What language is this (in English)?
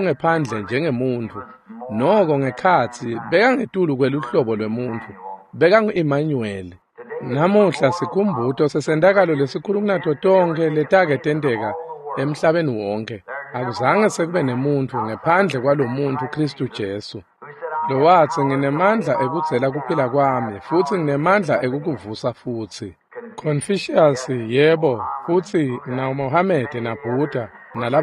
Swati